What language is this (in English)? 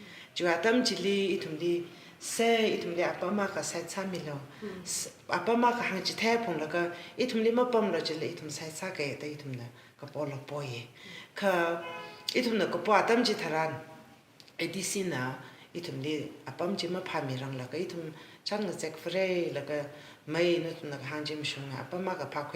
Tangkhul Naga (India)